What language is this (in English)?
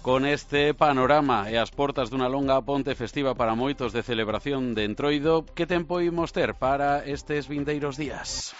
Galician